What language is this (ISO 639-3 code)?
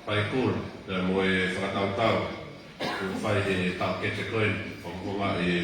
ton